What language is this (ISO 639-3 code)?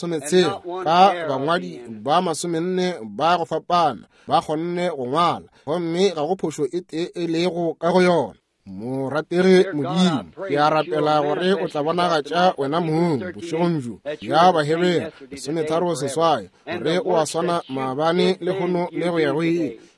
nso